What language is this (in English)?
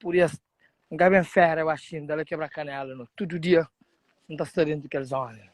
Kabuverdianu